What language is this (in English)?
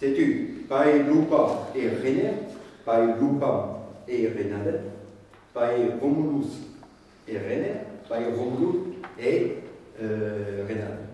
Breton